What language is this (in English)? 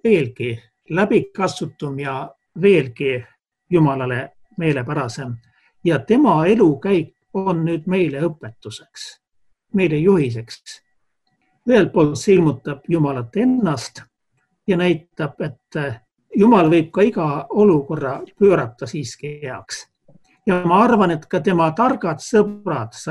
Estonian